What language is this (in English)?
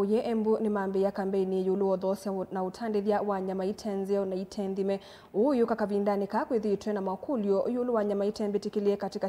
Kamba